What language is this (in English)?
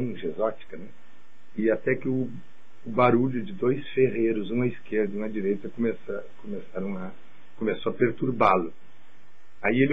Portuguese